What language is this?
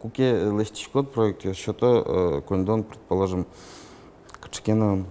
Udmurt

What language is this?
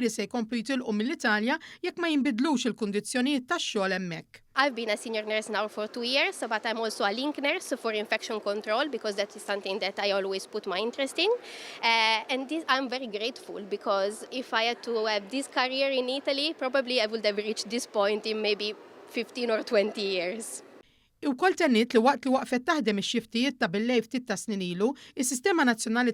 Maltese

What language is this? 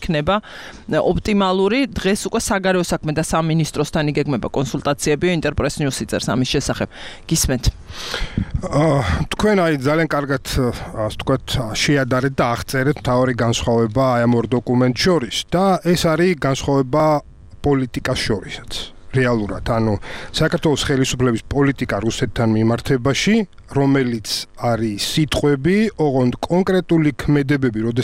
Georgian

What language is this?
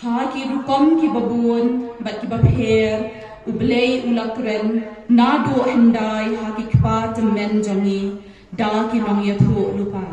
Khasi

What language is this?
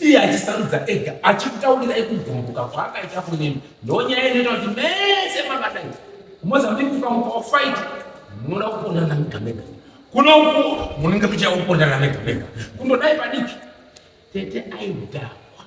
Shona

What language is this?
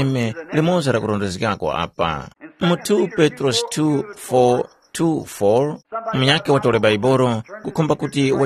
Tumbuka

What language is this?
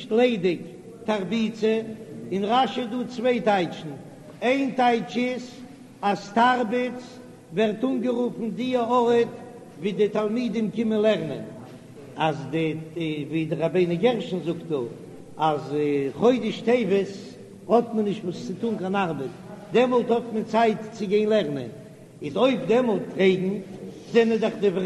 Yiddish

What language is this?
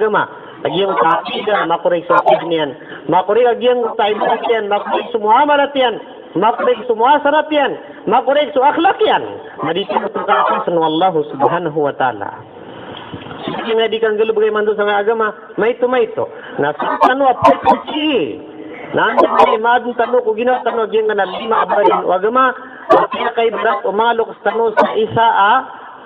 Maranao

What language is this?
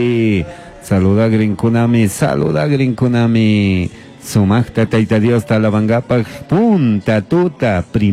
Chimborazo Highland Quichua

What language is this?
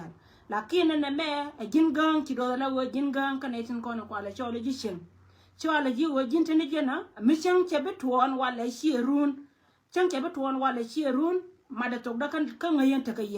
Nuer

